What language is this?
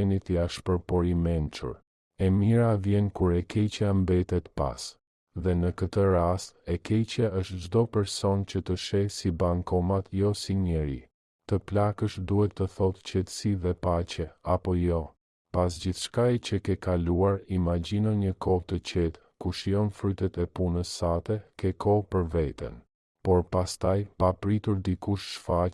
Albanian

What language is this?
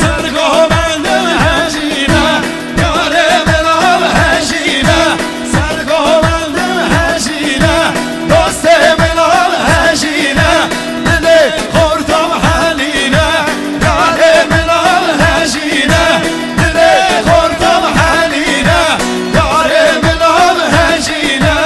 Kurdish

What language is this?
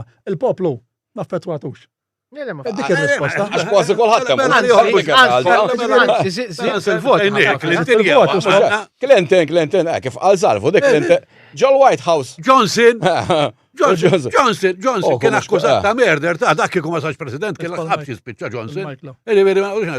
Maltese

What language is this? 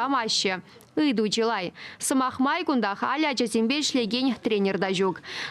Chuvash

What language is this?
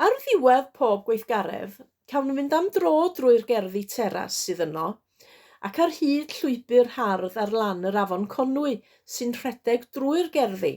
Welsh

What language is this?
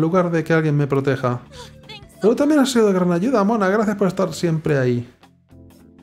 Spanish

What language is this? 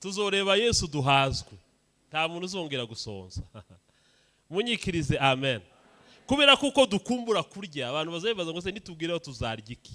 Kinyarwanda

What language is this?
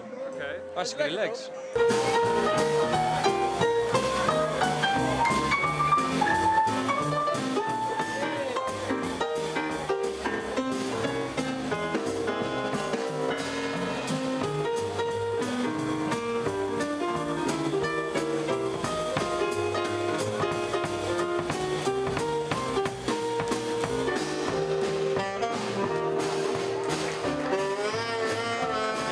Dutch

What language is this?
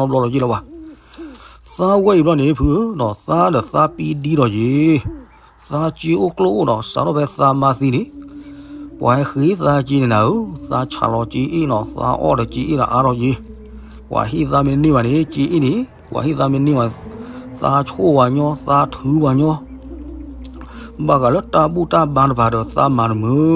S'gaw Karen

